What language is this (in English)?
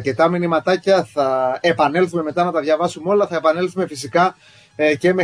Greek